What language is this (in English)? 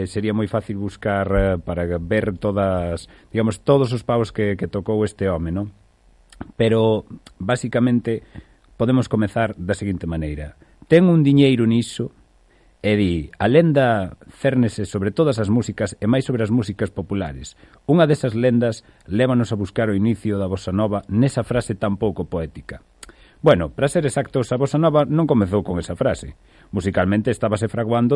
Galician